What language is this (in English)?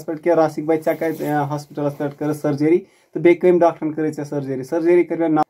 Kashmiri